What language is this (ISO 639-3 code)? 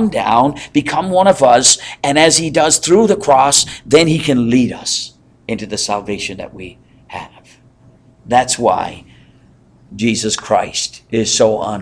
eng